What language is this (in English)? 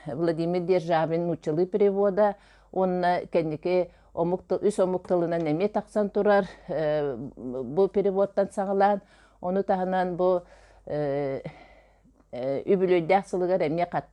Yakut